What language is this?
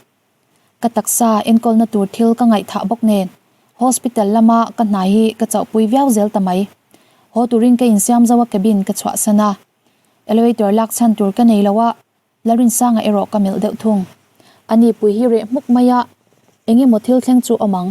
Mizo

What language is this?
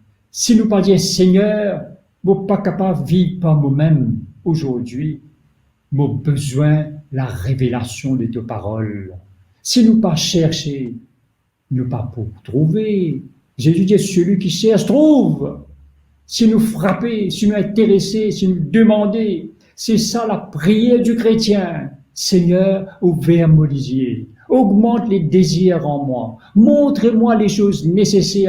Morisyen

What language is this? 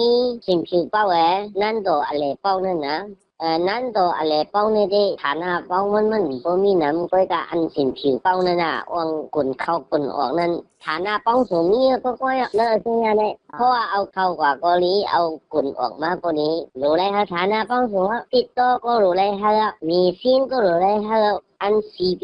Shan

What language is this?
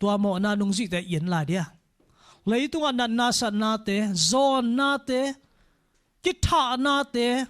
Tedim Chin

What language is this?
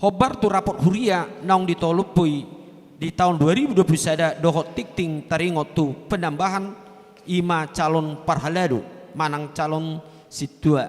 Batak Toba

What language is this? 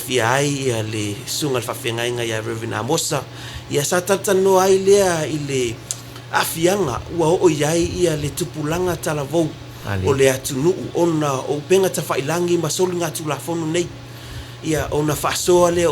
Samoan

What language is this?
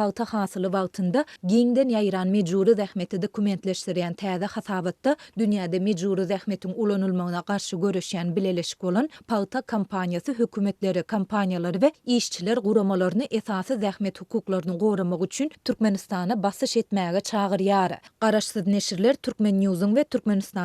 Turkmen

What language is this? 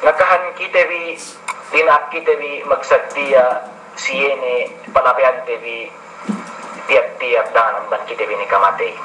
Yakan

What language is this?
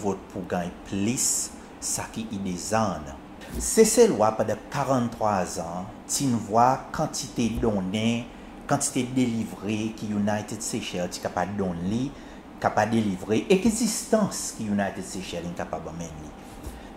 Seselwa Creole French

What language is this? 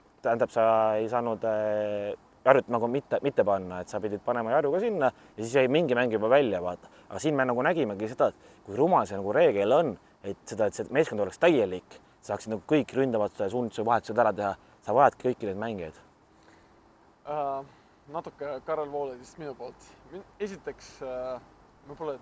Estonian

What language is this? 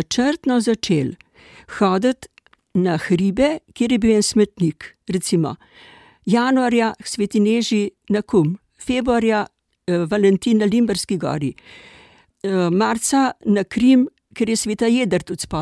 Slovenian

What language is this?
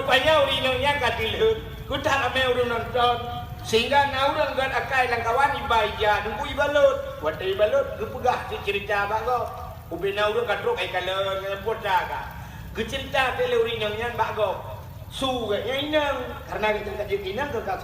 Achinese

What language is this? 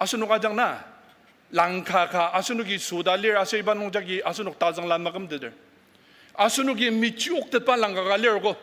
Ao Naga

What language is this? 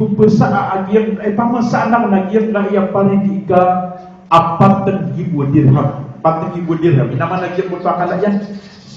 Maranao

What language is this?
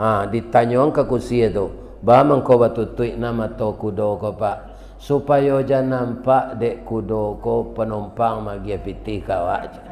Minangkabau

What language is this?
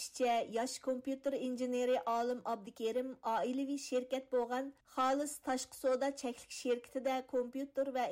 Uyghur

